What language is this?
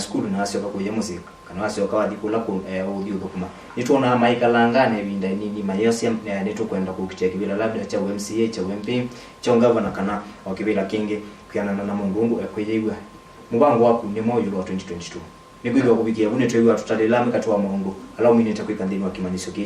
Kamba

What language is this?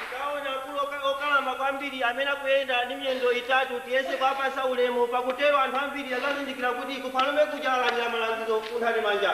Nyanja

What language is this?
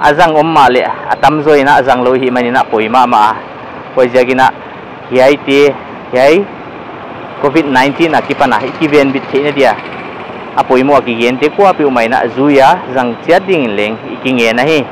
Paite Chin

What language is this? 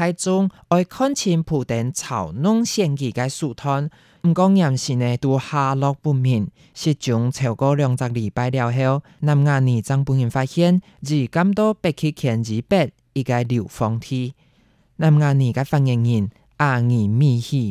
Hakka Chinese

